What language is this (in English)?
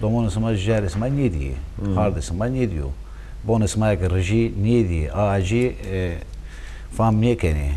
Zaza